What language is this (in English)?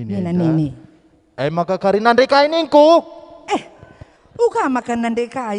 Batak Karo